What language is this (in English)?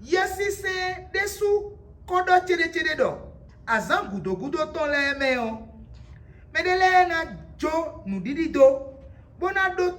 Fon